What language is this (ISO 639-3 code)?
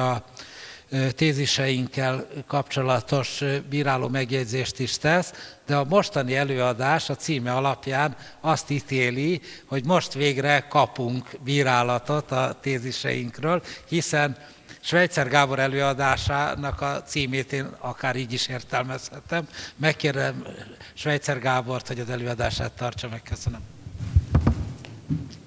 hun